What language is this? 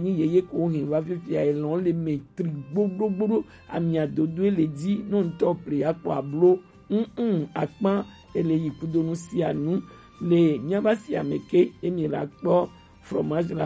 Gen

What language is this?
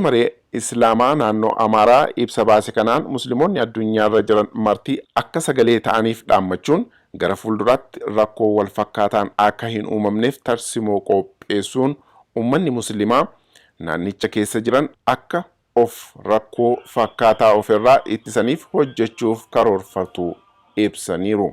Oromo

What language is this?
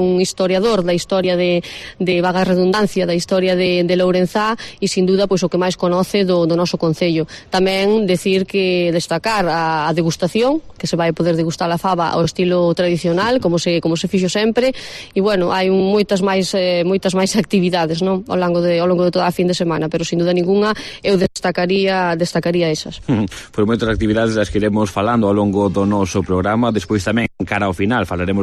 Galician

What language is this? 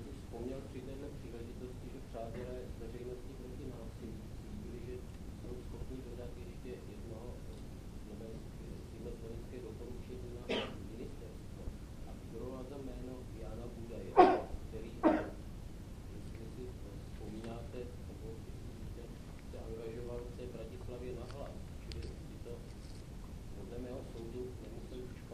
Czech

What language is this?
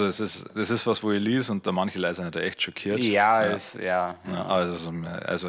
Bavarian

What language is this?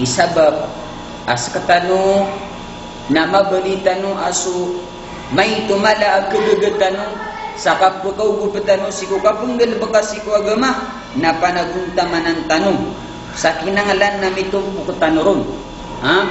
Maranao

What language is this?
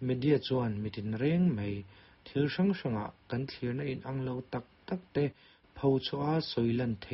Mizo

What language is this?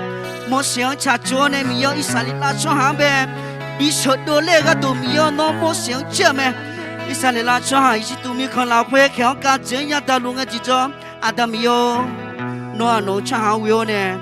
Akha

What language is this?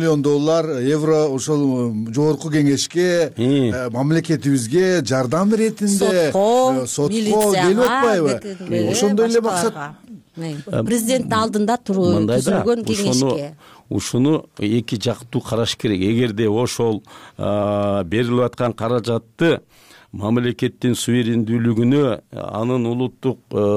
Kyrgyz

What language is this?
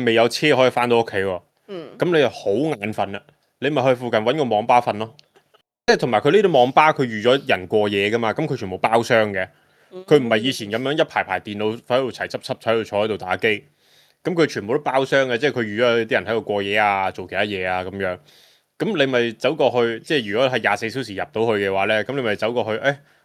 Cantonese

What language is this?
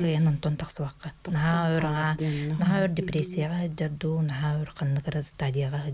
Yakut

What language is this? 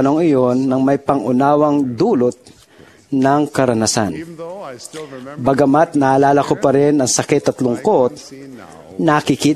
Filipino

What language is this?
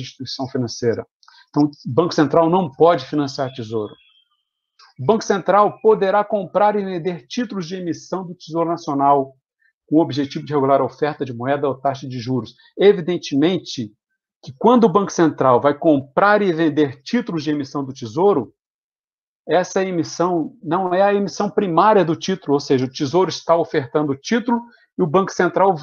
Portuguese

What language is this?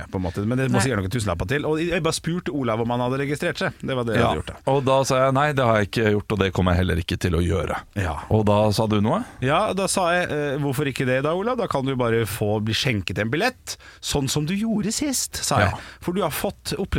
Norwegian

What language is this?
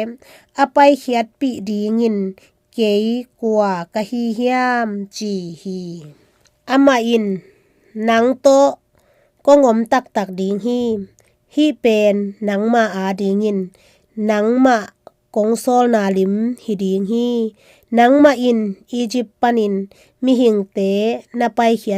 Tedim Chin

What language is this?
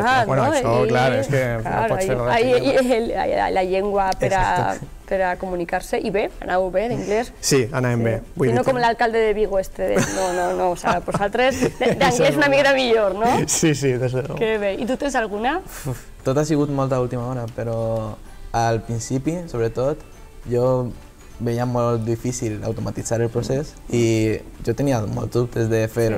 Catalan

